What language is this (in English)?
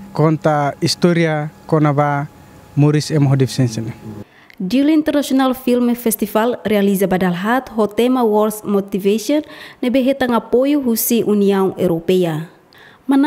Tetum